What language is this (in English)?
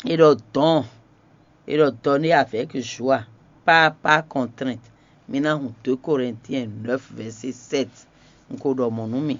Fon